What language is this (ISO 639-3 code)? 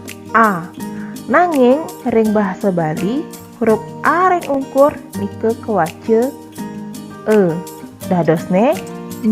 ban